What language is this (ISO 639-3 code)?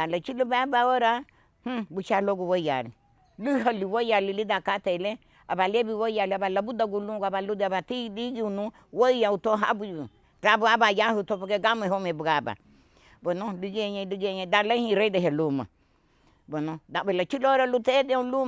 cab